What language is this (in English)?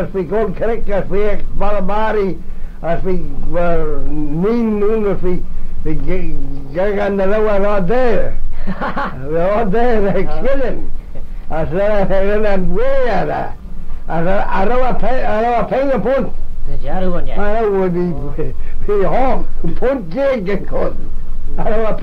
Manx